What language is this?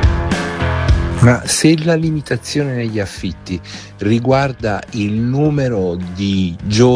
Italian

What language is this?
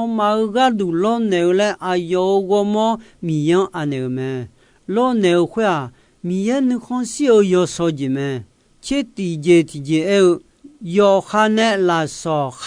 Akha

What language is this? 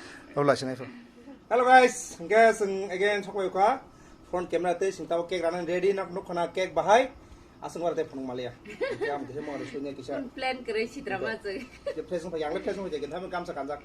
Kok Borok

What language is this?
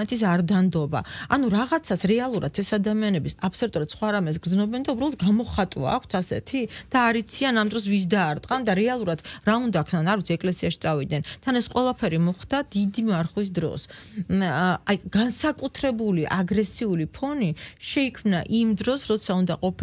Georgian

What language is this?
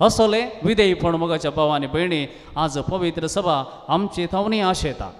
Konkani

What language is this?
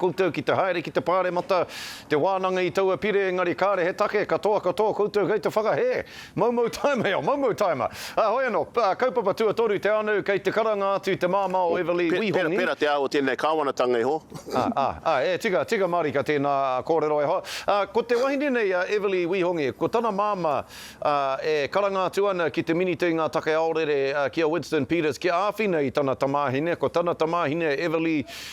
Māori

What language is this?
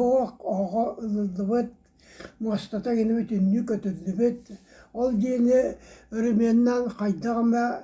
Yakut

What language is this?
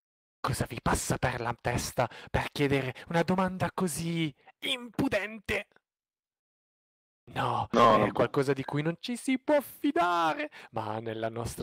Italian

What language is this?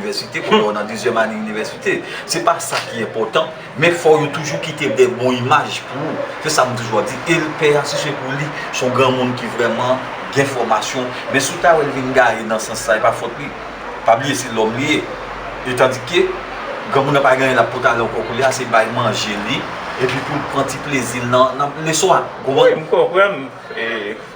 Haitian Creole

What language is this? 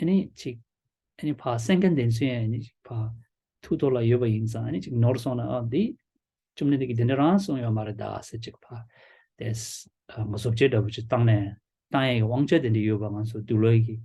Tibetan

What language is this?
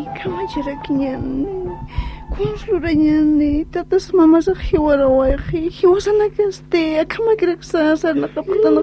Aymara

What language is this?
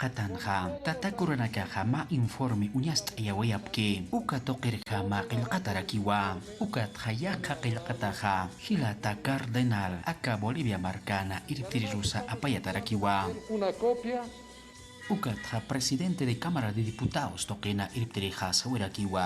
Aymara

